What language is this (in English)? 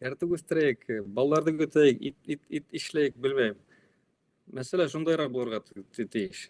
Bashkir